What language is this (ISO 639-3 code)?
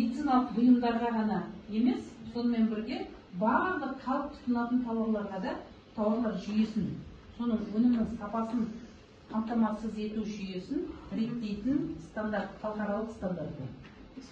kaz